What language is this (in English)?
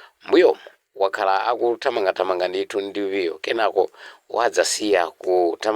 Nyanja